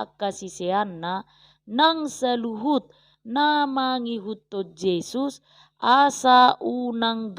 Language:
Batak Toba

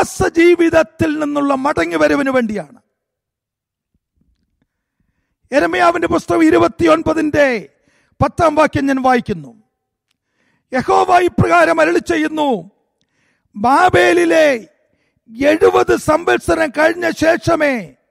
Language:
Malayalam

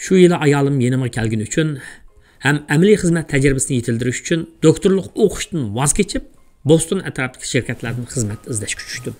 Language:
Uyghur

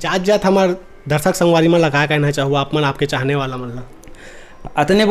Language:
Chhattisgarhi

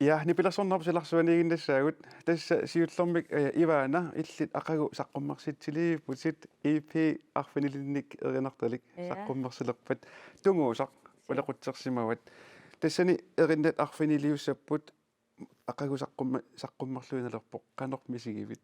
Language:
Kalaallisut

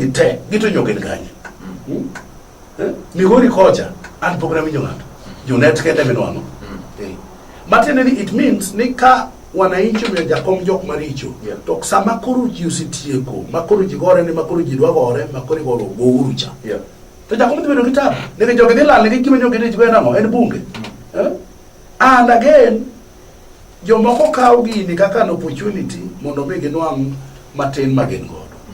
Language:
Luo (Kenya and Tanzania)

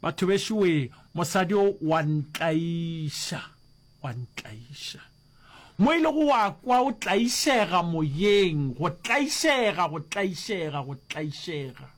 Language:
Northern Sotho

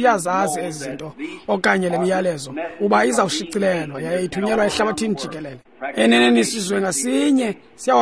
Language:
Xhosa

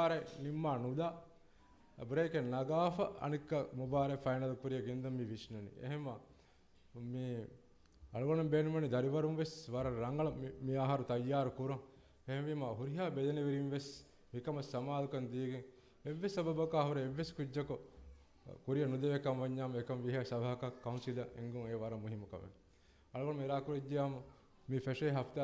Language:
Divehi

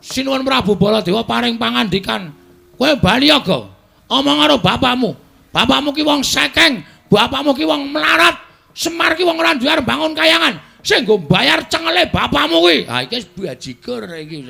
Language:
Javanese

